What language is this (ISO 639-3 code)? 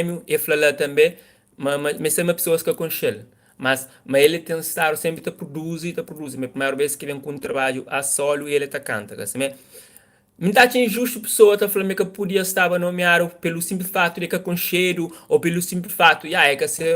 kea